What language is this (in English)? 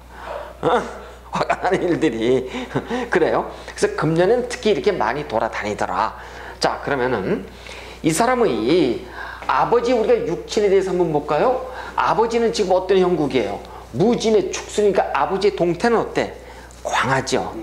Korean